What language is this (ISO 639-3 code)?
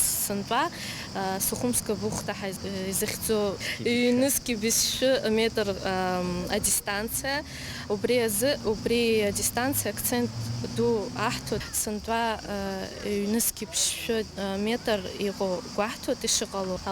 abk